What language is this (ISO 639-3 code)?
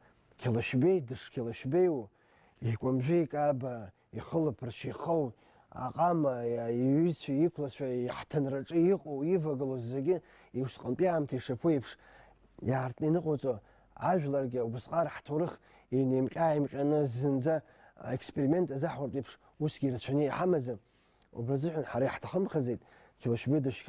abk